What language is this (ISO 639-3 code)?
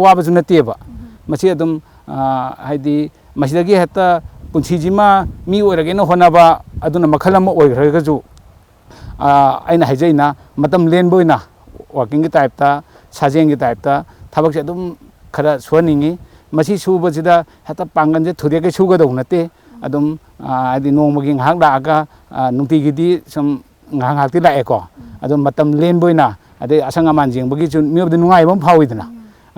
mni